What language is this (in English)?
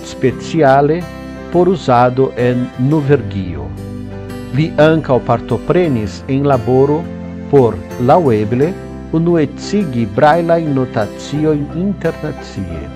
Esperanto